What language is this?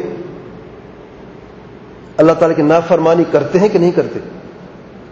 Urdu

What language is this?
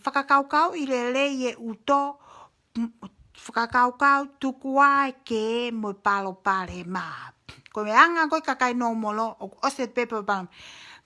Tongan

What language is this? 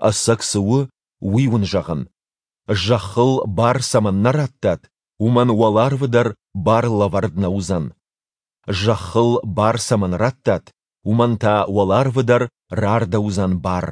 Ossetic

